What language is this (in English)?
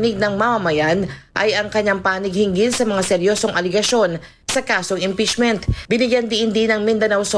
Filipino